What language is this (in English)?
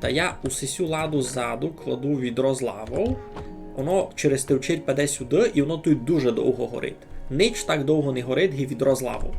Rusyn